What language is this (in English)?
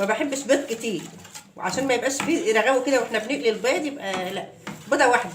Egyptian Arabic